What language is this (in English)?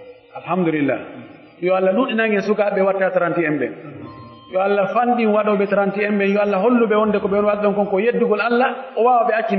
Pular